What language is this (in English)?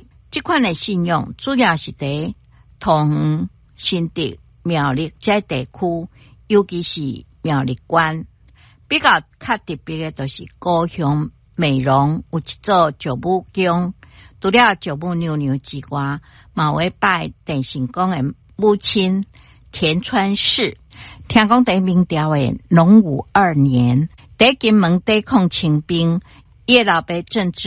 Min Nan Chinese